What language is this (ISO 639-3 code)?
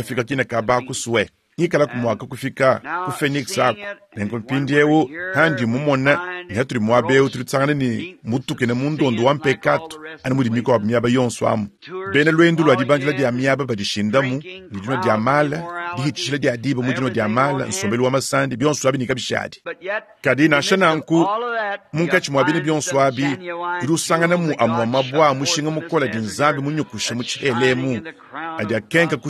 lua